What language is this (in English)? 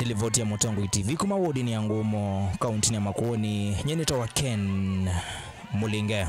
Kamba